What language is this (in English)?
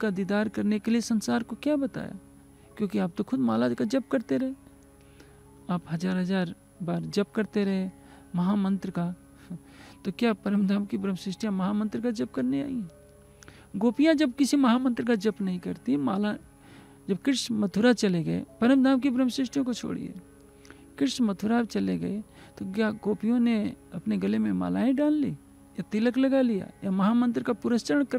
Hindi